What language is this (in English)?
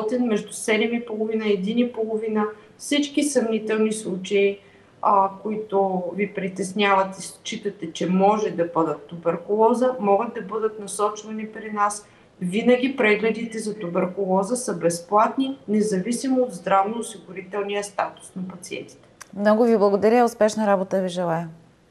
Bulgarian